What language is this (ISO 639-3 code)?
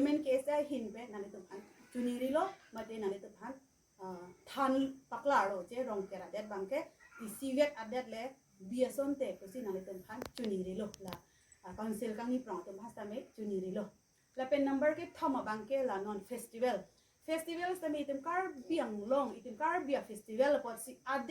mjw